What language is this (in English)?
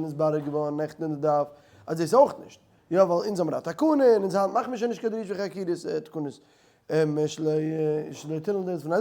Yiddish